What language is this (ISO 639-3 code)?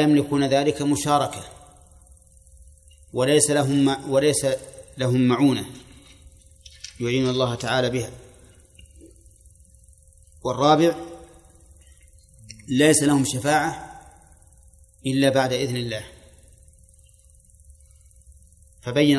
ara